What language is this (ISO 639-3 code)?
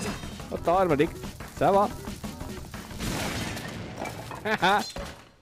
hun